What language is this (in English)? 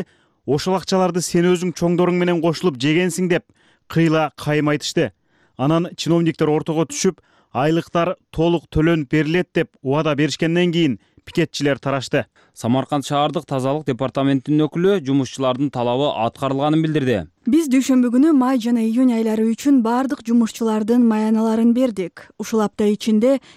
Kyrgyz